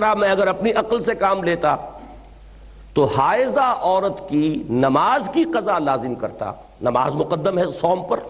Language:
Urdu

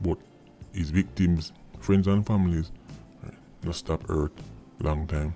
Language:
Jamaican Creole English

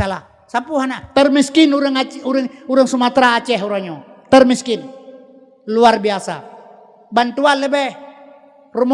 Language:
Achinese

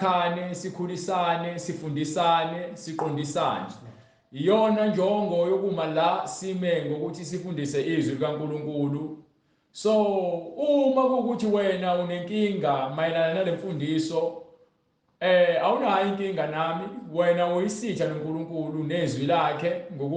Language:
Zulu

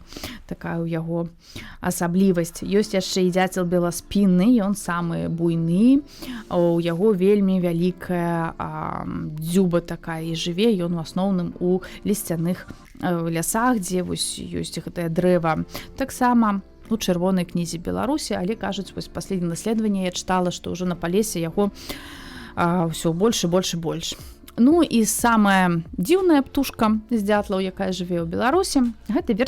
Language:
Belarusian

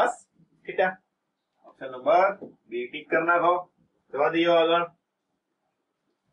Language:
Gujarati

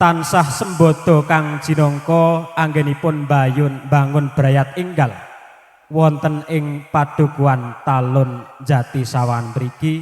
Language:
Javanese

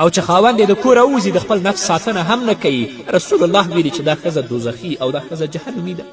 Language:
Pashto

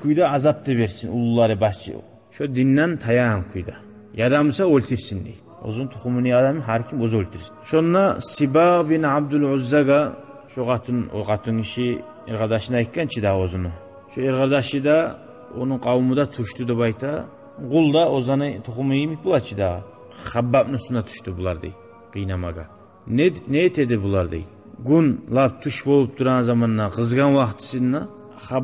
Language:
Kumyk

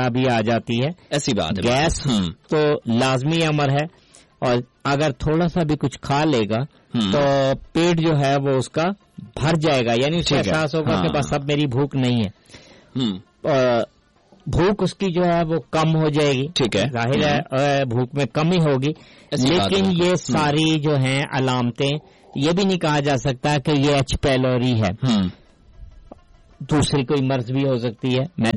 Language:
Urdu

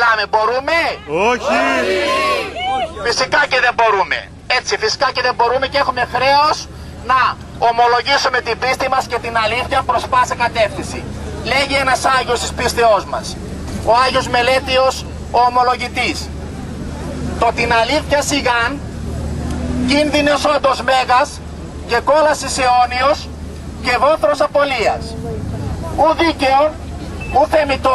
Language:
Greek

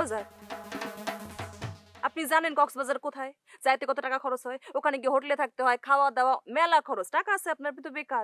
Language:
Bangla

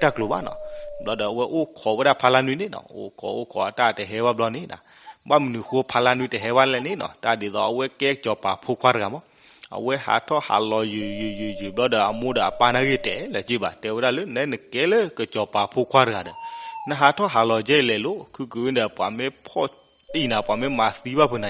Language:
S'gaw Karen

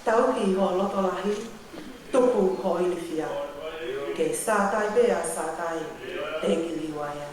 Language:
Tongan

